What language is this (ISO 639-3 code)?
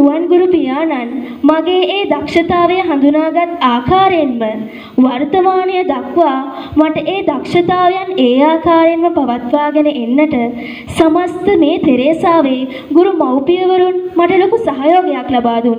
sin